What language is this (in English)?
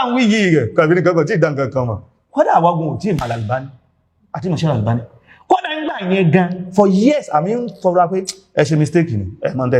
Yoruba